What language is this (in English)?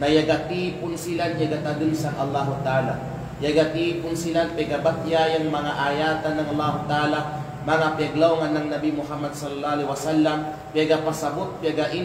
Kalagan